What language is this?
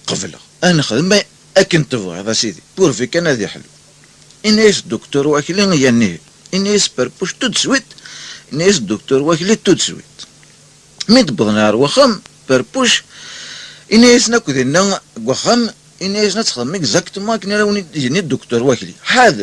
Kabyle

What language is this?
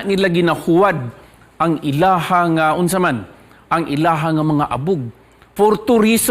Cebuano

